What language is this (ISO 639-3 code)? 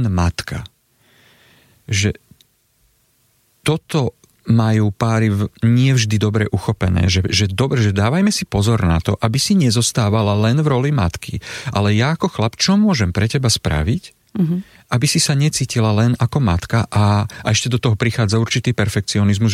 slk